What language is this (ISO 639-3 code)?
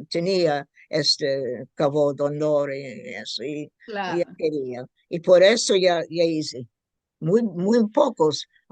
lad